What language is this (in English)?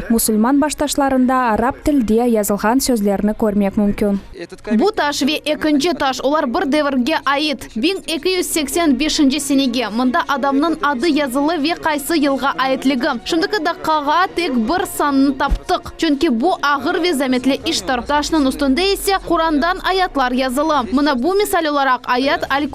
Crimean Tatar